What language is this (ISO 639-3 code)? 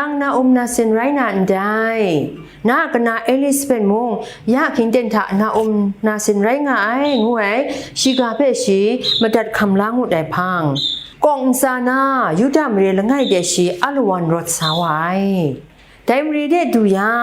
kac